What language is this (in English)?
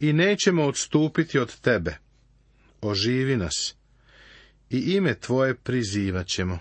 Serbian